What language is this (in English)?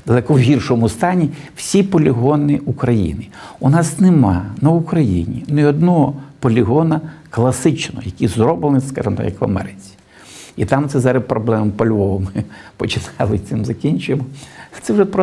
Ukrainian